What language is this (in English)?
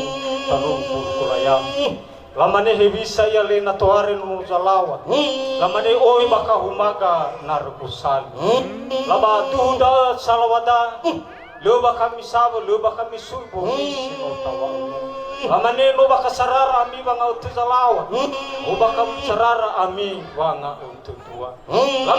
Nias